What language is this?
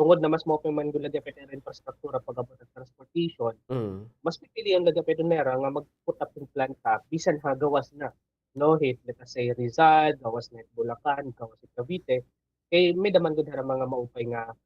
Waray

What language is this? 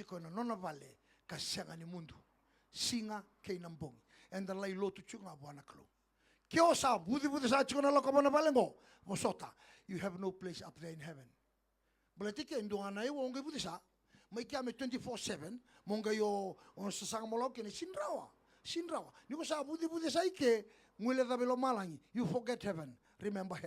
Fijian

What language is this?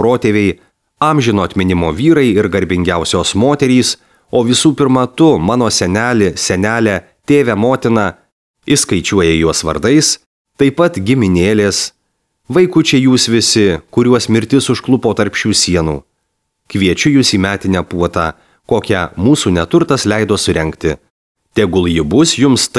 Lithuanian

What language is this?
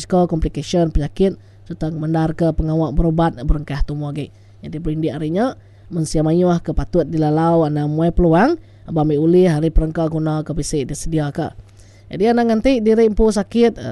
Iban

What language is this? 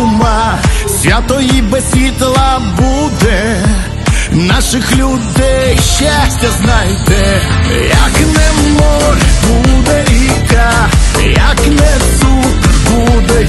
Ukrainian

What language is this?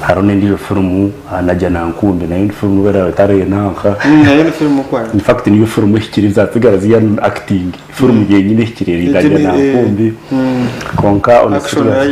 Nyankole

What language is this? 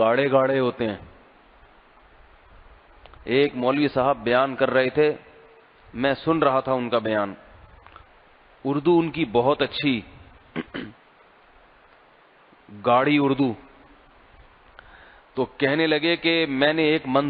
Urdu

